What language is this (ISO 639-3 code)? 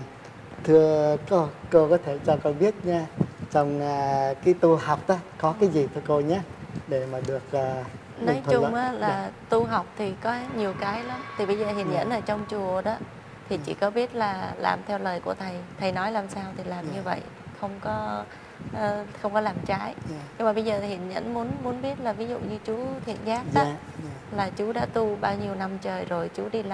vie